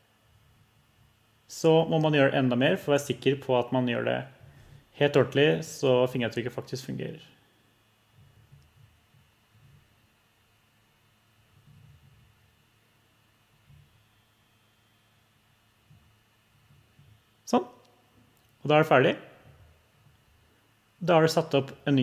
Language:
Norwegian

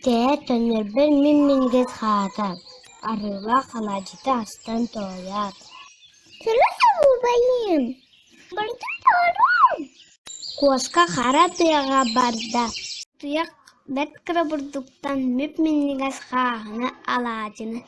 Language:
Yakut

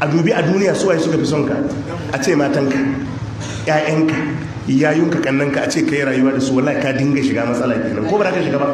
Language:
Hausa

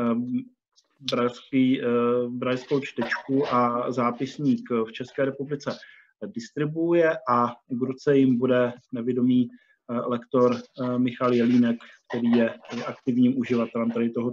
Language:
Czech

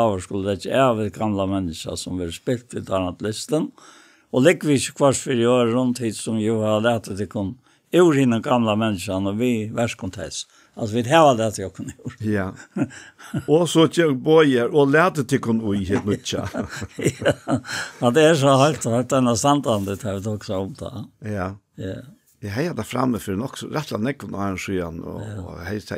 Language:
Faroese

